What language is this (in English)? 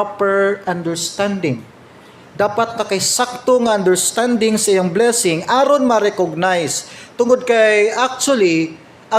Cebuano